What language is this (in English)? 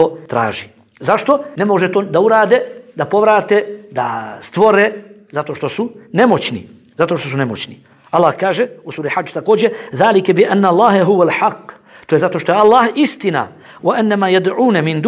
Bosnian